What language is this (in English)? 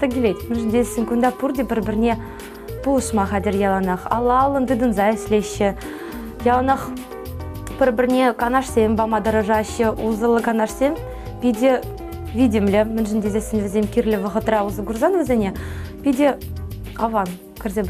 Chuvash